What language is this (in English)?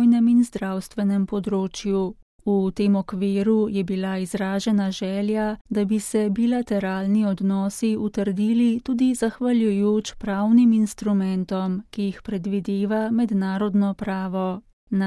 Slovenian